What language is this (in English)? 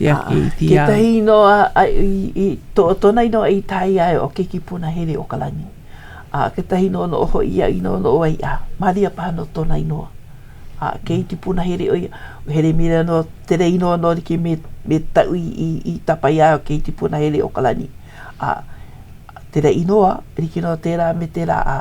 Hawaiian